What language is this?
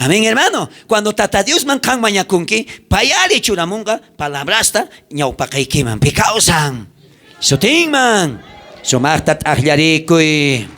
South Bolivian Quechua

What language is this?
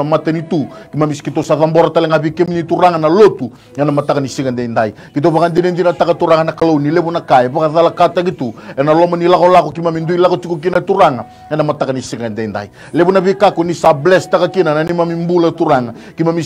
Fijian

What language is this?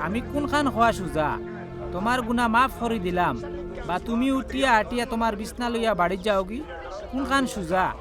Sylheti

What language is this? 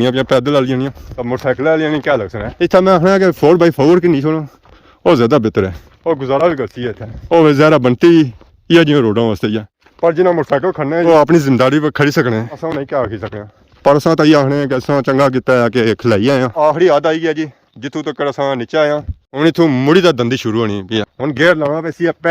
Pahari-Potwari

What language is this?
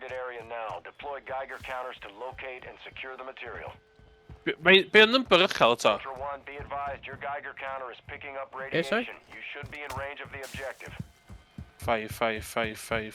Welsh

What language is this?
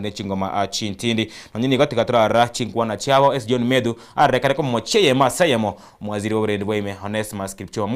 Gusii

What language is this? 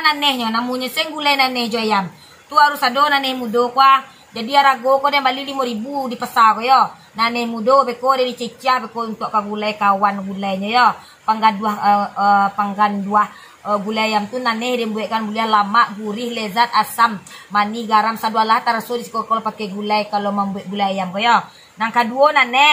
Minangkabau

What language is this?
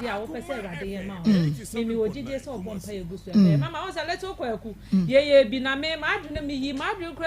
Akan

